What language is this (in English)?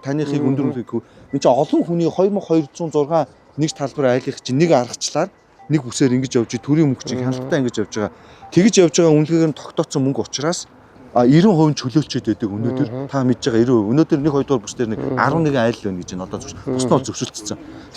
Mongolian